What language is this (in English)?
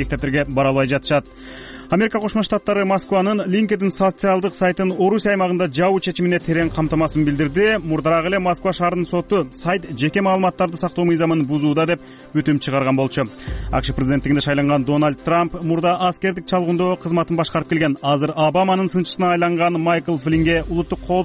Kyrgyz